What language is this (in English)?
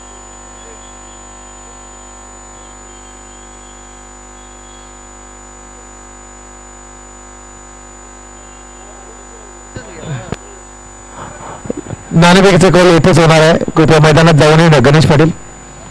Marathi